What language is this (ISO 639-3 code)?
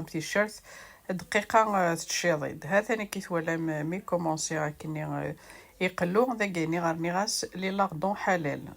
kab